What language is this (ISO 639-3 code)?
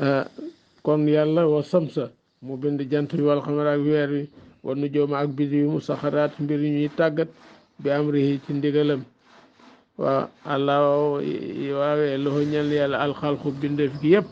wol